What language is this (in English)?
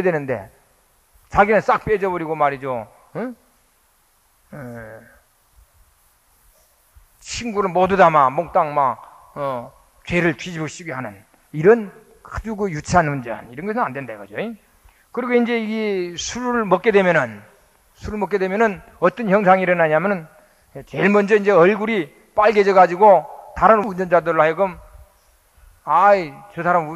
Korean